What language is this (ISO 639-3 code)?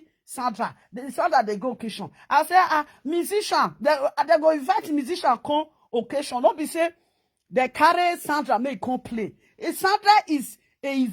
pcm